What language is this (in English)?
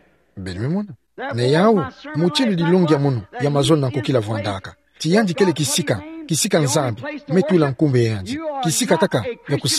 Kituba (Democratic Republic of Congo)